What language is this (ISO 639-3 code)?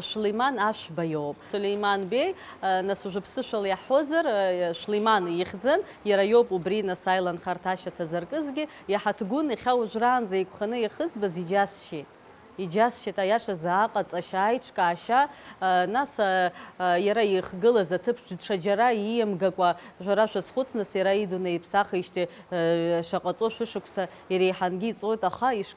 abk